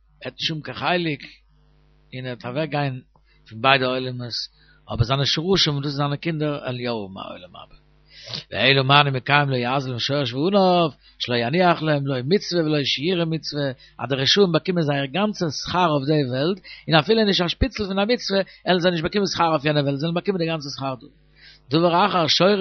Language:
Yiddish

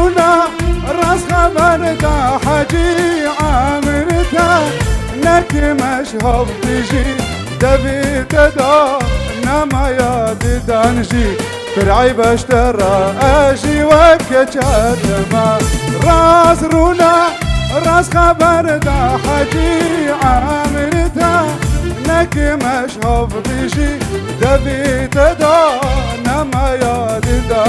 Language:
Kurdish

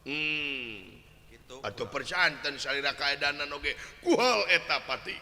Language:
Sundanese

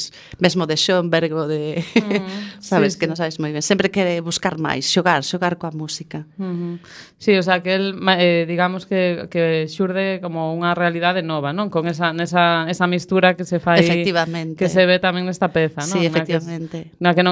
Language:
Galician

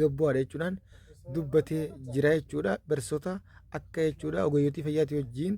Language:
Oromo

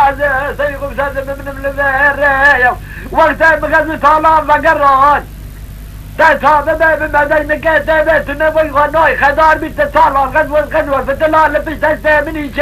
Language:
Kurdish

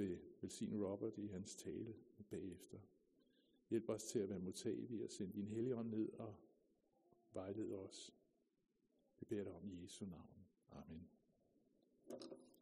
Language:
Danish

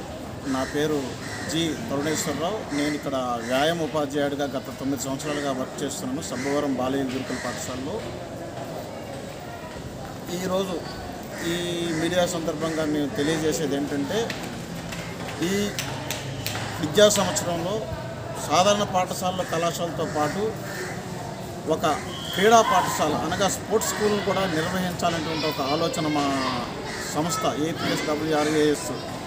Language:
Telugu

